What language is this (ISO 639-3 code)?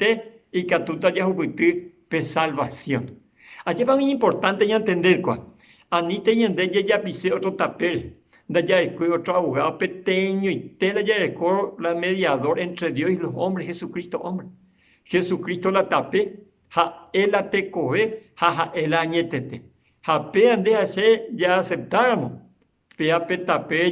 grn